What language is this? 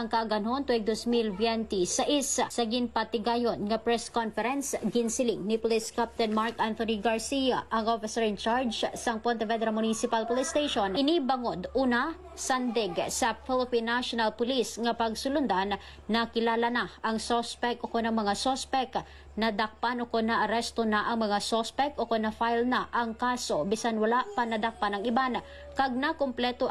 Hiligaynon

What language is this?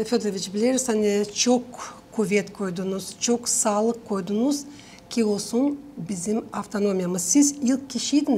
Gagauz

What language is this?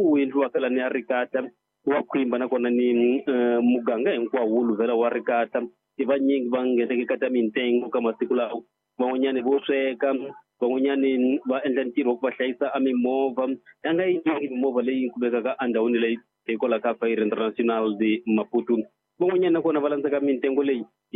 Tsonga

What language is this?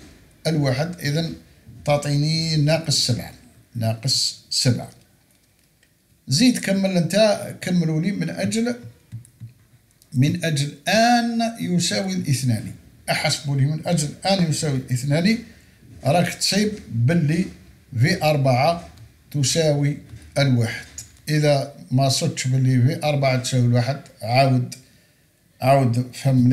Algerian Arabic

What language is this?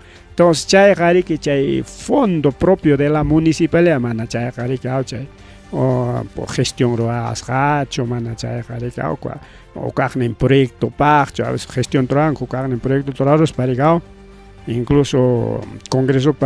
Ayacucho Quechua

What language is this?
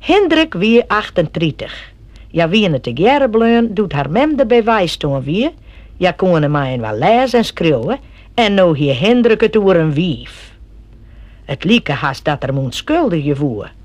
Western Frisian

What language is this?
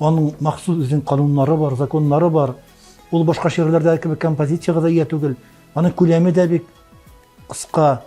Tatar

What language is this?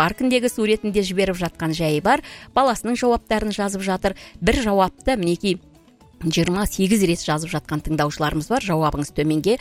Kazakh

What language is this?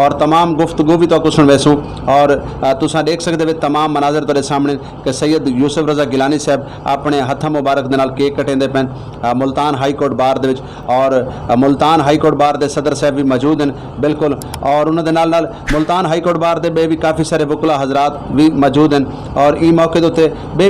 Saraiki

